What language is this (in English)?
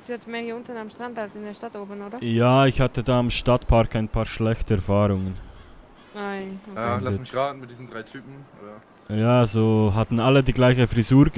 Swiss German